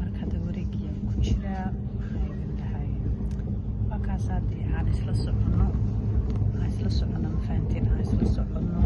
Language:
Somali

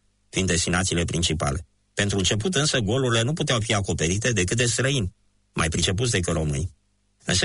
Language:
Romanian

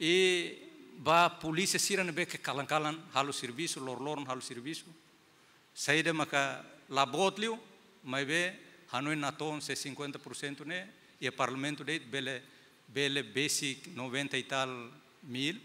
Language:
Tetum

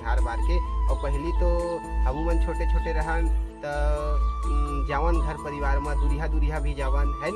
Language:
Chhattisgarhi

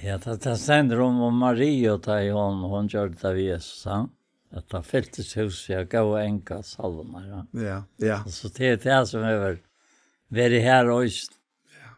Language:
Faroese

